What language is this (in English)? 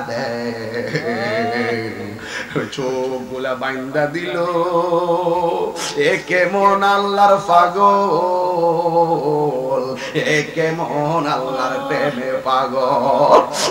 Bangla